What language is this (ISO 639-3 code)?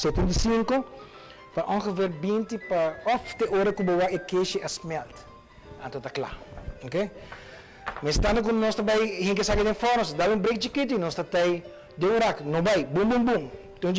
pap